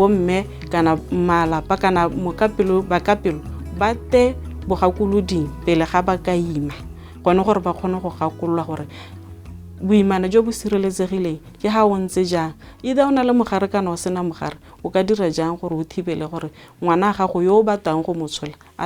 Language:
Tswana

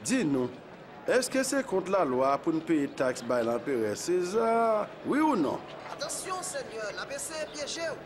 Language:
Haitian Creole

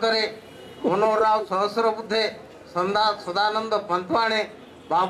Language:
Odia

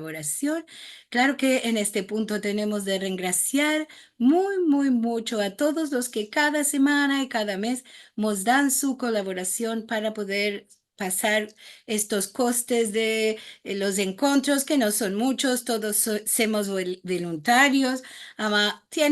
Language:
Ladino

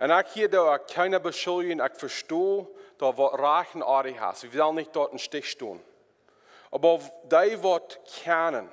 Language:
Plautdietsch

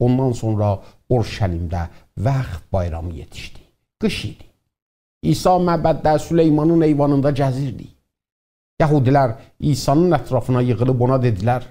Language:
South Azerbaijani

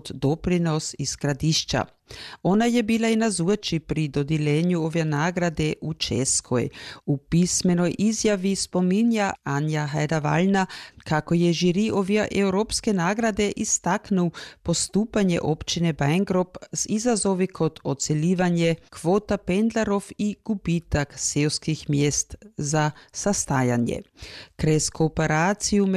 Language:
Croatian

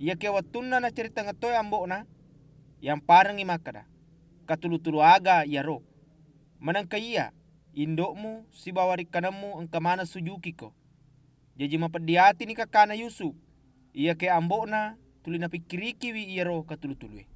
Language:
Buginese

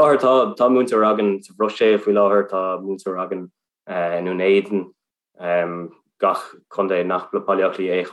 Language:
Irish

